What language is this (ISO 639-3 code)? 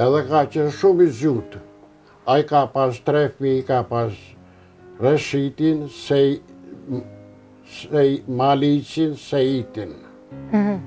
sqi